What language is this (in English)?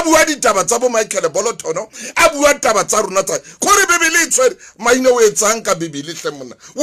Southern Sotho